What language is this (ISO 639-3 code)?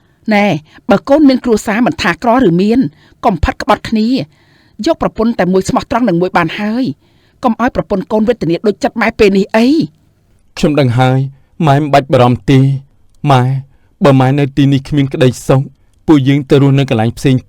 khm